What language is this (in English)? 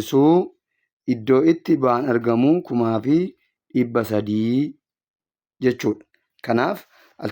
Oromo